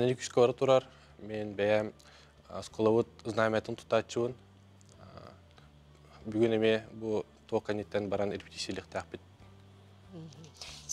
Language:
Yakut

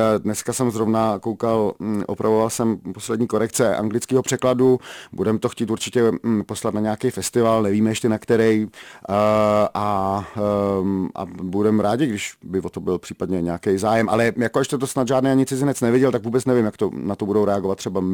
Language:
Czech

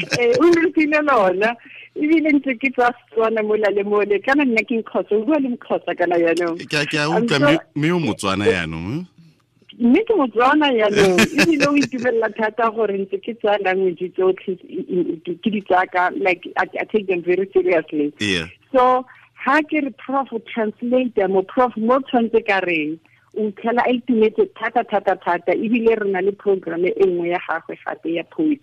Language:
Tswana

